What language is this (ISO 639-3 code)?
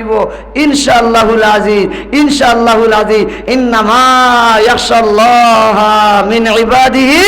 syl